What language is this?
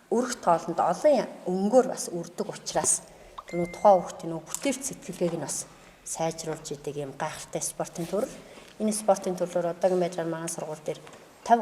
Mongolian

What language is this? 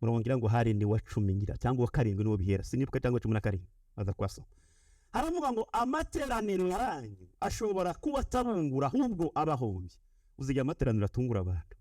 Kinyarwanda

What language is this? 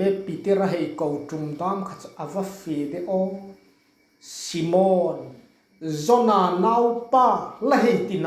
Hmar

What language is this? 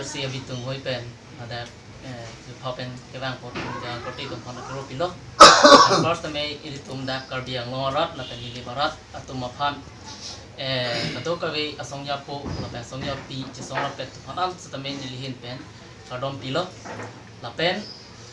Karbi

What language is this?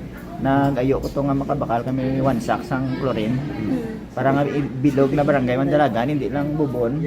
Hiligaynon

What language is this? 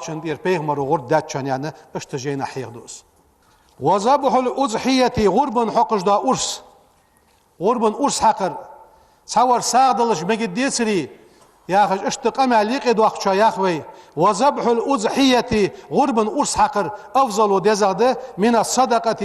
Ingush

